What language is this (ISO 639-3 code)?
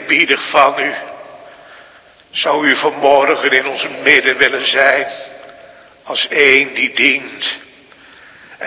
nld